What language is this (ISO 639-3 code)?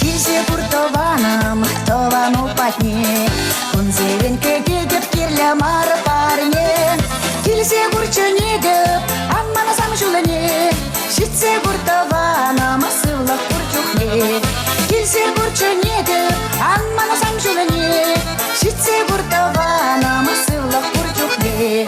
chv